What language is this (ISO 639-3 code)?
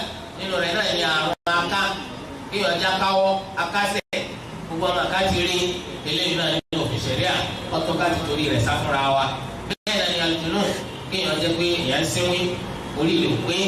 yor